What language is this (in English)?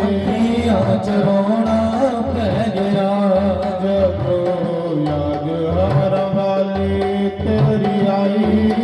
Dogri